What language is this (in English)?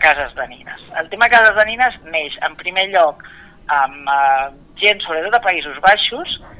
Catalan